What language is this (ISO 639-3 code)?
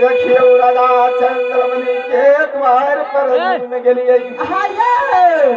mai